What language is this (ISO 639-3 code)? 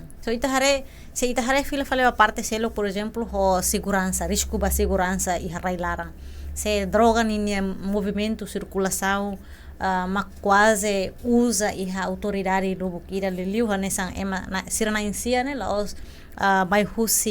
tet